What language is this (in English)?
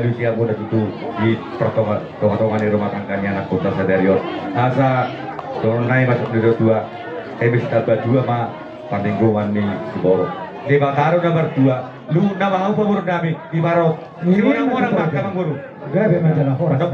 Batak Toba